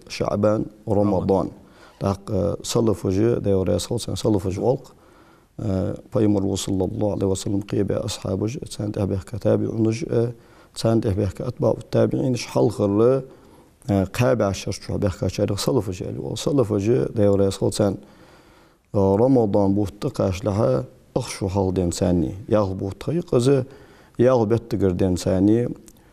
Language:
Ingush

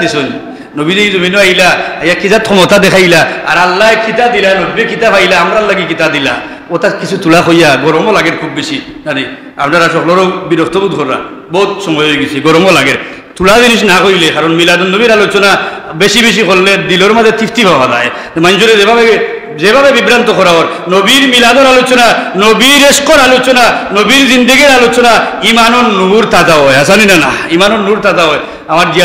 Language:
Sylheti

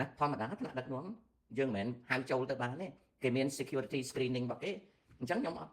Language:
Khmer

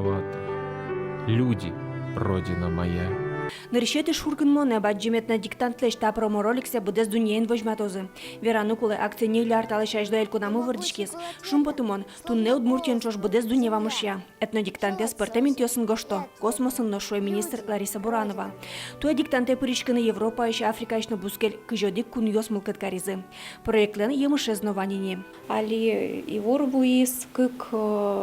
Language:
Udmurt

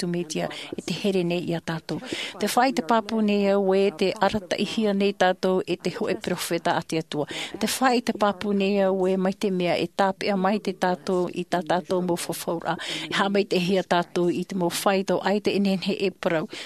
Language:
Tahitian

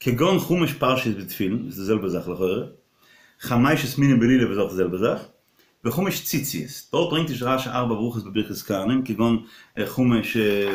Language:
Yiddish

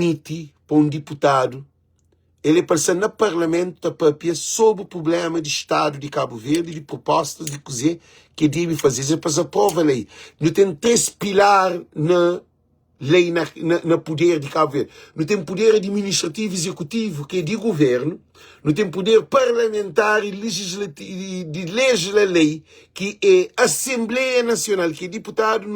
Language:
Kabuverdianu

